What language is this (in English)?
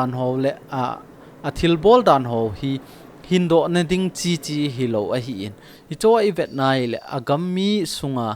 Thado Chin